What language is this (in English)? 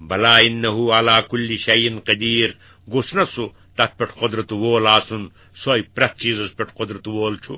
Kashmiri